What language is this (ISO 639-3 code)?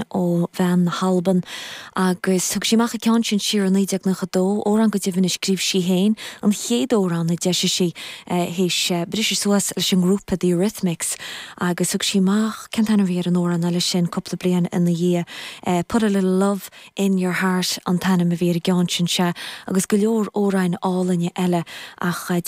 gle